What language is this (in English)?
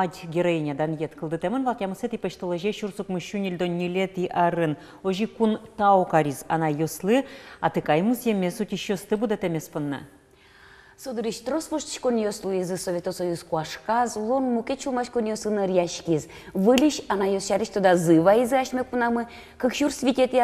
Udmurt